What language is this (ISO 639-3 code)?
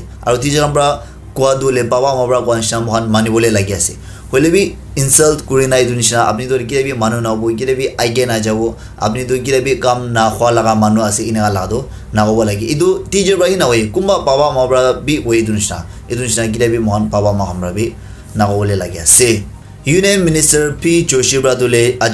nag